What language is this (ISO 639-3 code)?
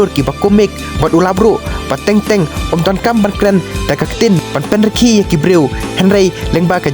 kha